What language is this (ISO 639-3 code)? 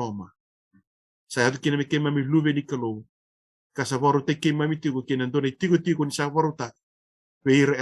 fij